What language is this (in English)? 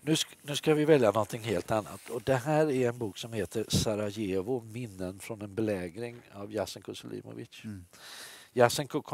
Swedish